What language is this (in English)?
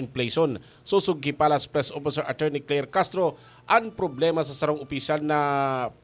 Bikol